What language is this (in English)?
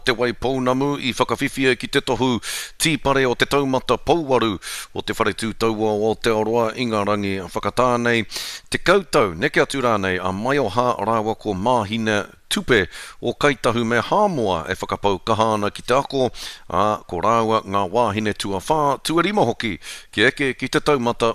Māori